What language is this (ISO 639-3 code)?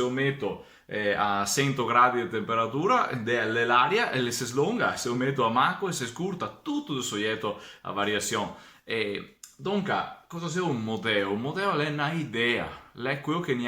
vec